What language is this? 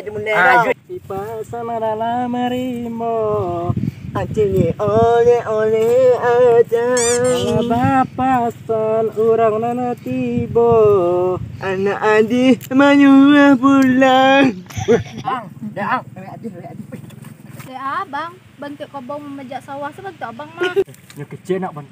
Minangkabau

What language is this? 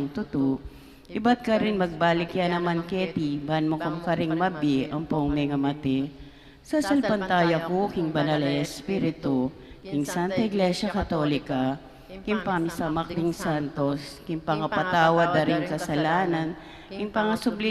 Pampanga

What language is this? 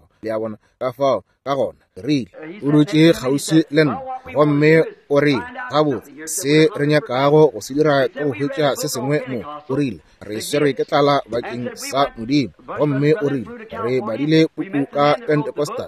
Northern Sotho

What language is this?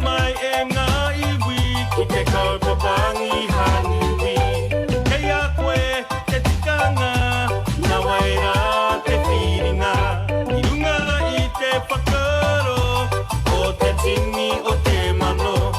Māori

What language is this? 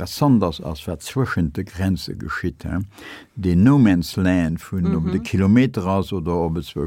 Luxembourgish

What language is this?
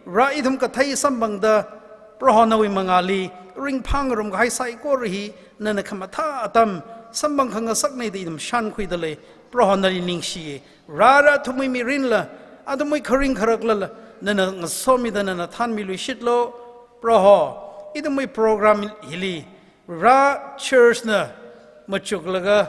Tangkhul Naga (India)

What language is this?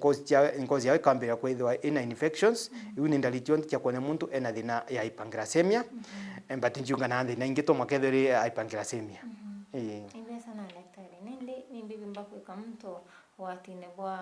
Meru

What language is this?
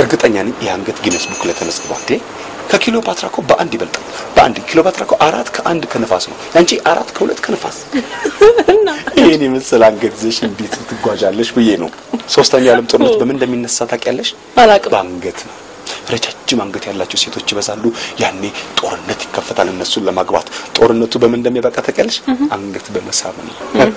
Amharic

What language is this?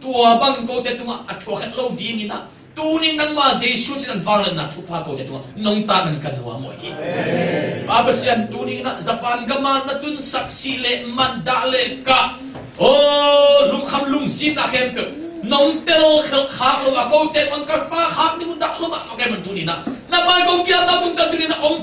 Tedim Chin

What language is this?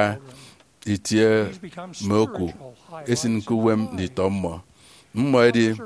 Efik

